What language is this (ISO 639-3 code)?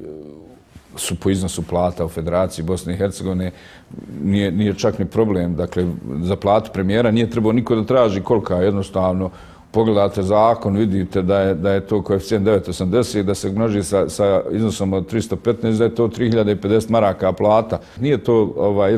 bos